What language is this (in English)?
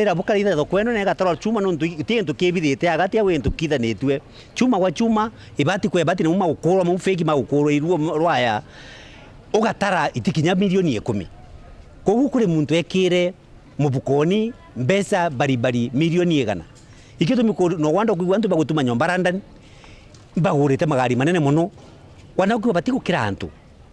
Meru